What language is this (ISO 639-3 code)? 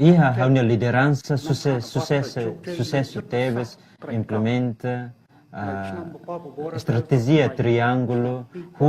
tet